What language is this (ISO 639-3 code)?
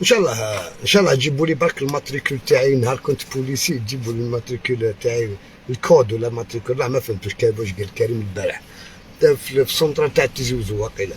arq